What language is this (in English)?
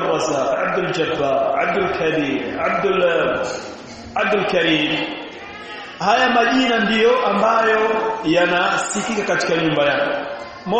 Swahili